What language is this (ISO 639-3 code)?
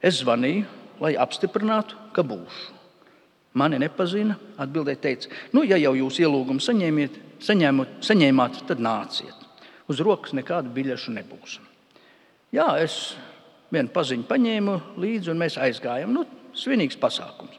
lav